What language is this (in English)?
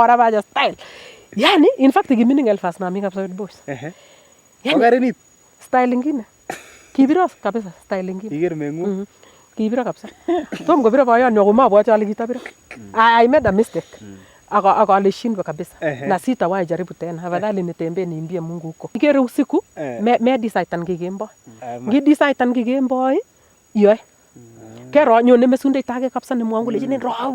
Nandi